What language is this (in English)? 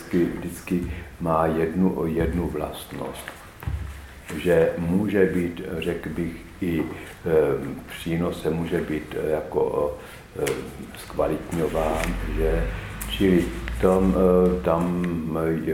Czech